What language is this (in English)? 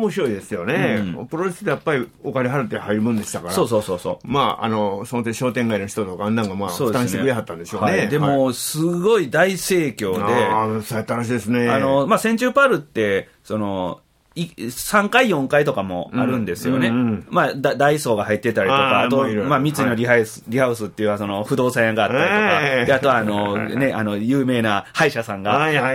Japanese